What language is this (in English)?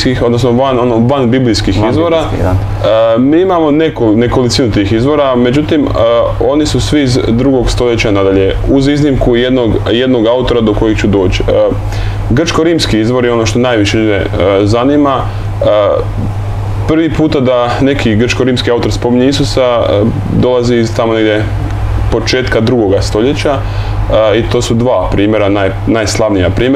Croatian